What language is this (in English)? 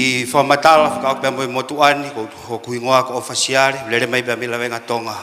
Tongan